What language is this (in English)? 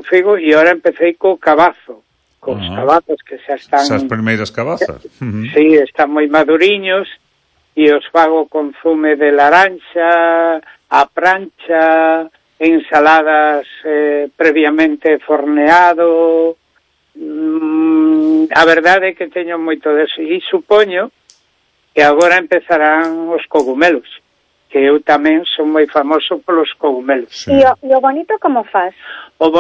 Galician